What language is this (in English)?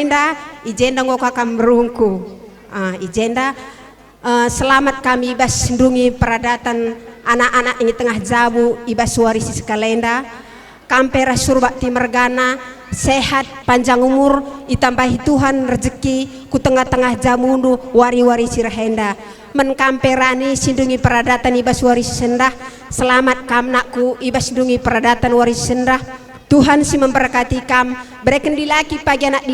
Batak Karo